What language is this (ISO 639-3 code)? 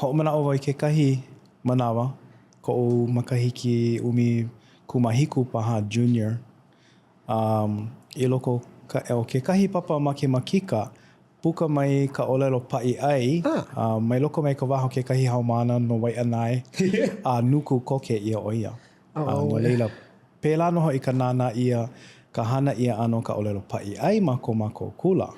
haw